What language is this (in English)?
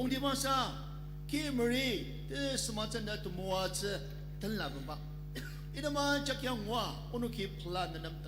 Ao Naga